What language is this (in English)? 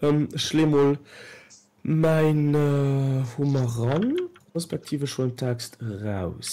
Luxembourgish